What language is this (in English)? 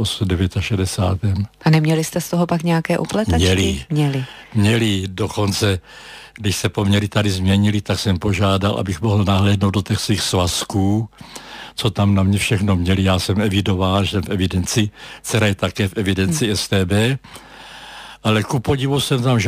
Czech